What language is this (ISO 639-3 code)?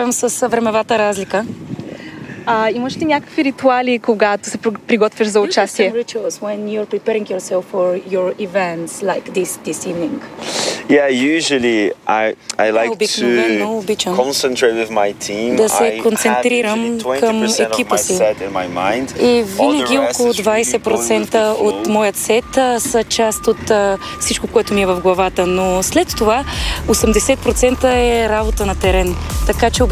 bul